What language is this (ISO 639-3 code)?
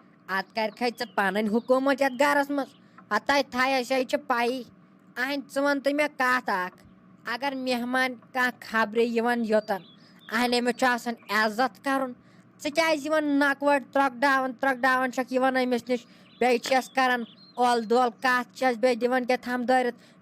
kas